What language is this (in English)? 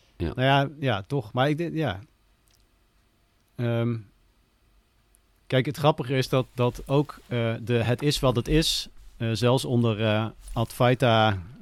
Dutch